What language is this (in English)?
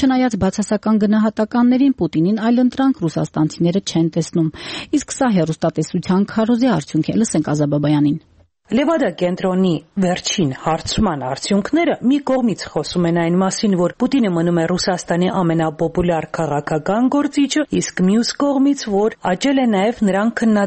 Armenian